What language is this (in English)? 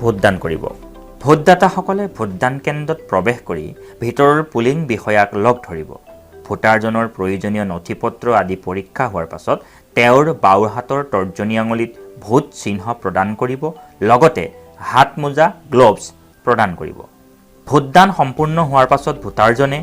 Assamese